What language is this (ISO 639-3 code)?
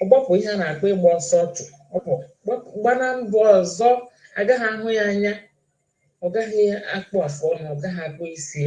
ibo